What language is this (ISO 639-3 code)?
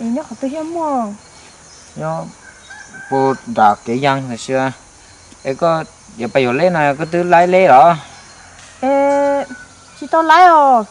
hmn